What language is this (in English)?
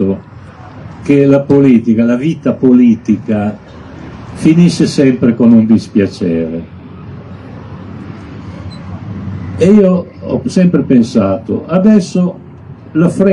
Italian